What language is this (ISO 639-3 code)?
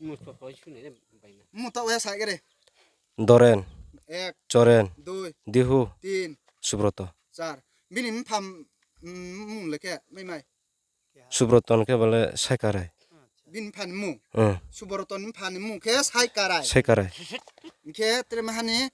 ria